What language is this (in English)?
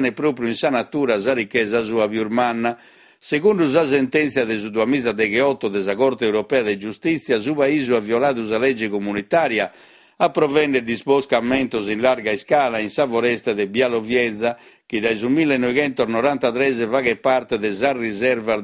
Sardinian